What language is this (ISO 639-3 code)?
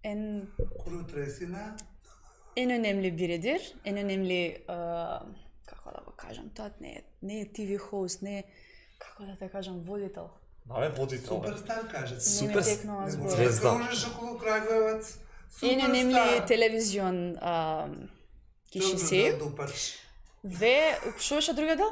mkd